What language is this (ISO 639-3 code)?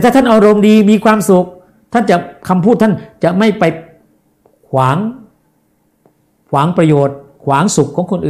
tha